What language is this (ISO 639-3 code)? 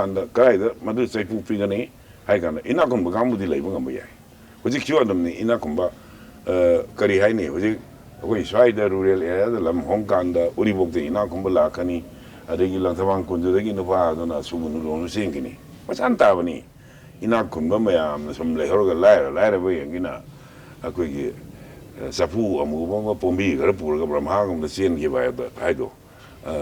mni